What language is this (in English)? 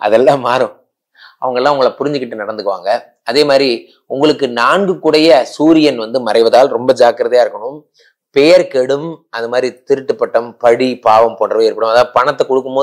Tamil